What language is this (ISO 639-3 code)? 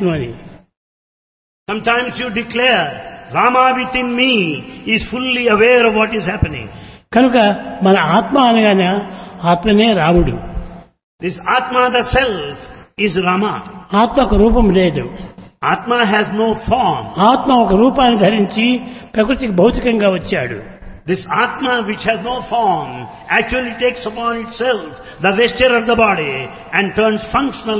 tel